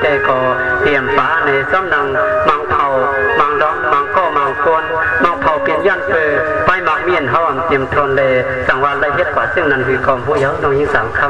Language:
Shan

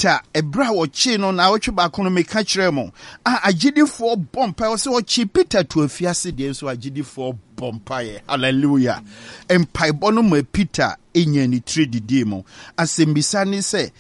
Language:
Akan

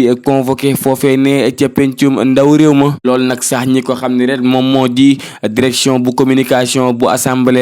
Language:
Wolof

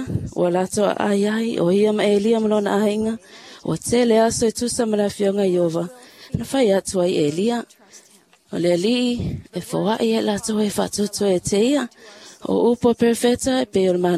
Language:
Samoan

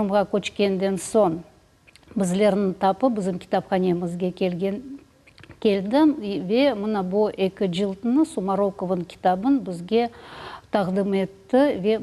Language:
Crimean Tatar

